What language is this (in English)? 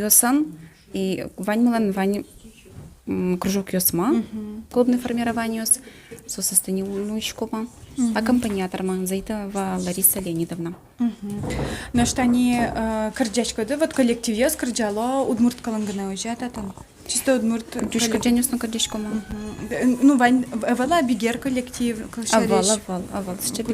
Udmurt